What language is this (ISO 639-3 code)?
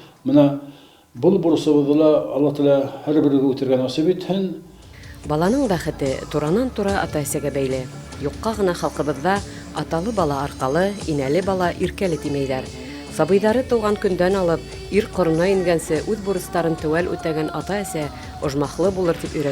bak